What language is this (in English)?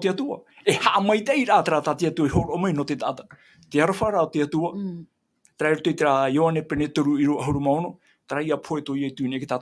Tahitian